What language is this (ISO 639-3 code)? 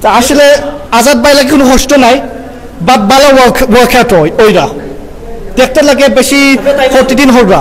syl